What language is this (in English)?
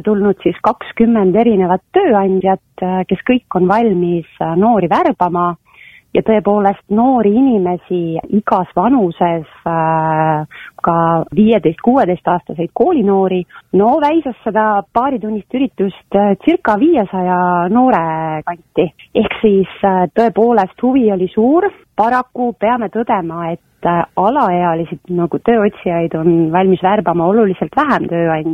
Estonian